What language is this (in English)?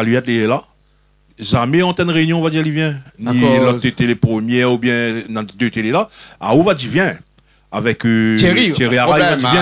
Réunion Creole French